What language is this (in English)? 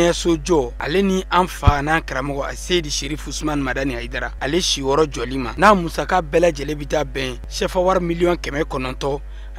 Bambara